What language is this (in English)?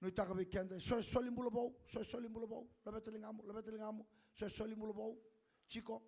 Fijian